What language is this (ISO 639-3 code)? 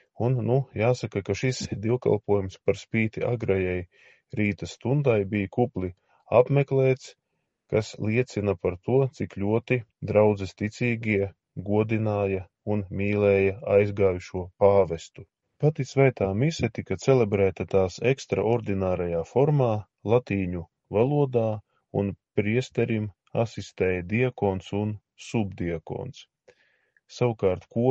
lav